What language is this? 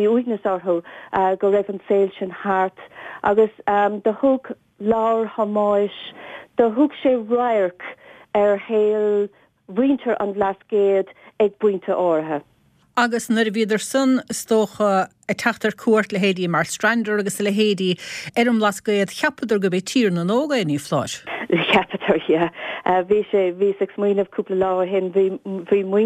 Irish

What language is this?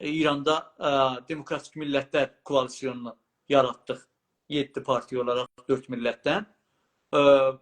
South Azerbaijani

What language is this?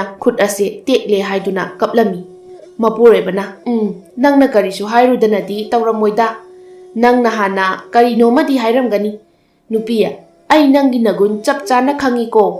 Manipuri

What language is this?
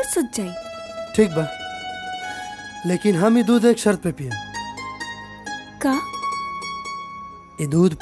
Bhojpuri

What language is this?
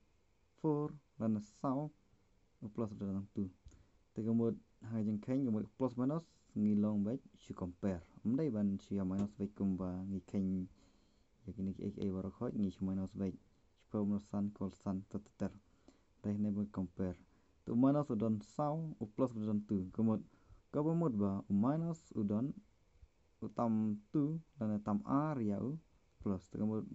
Khasi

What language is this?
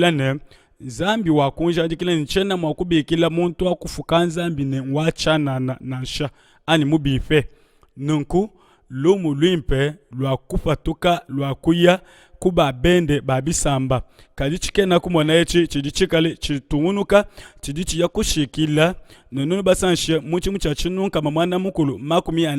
Luba-Lulua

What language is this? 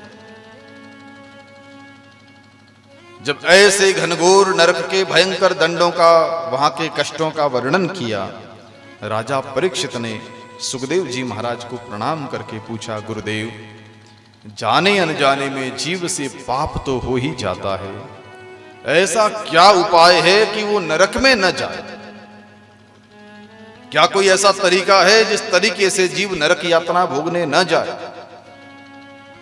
Hindi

